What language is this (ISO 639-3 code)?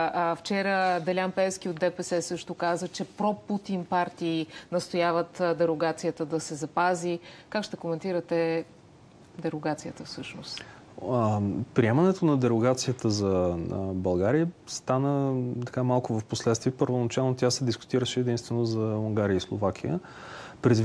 bul